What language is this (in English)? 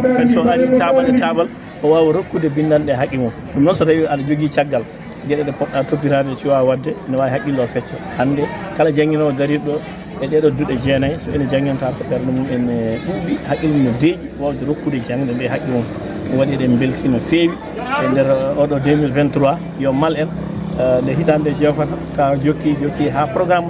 Fula